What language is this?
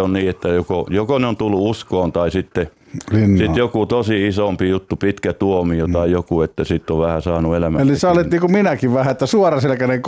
Finnish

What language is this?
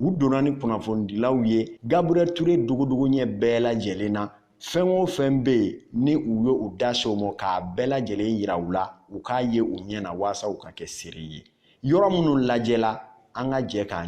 Bambara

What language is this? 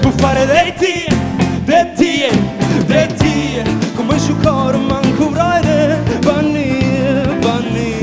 Sardinian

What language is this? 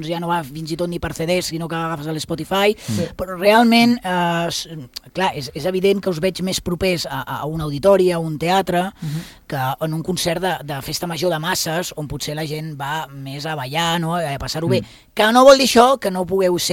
Catalan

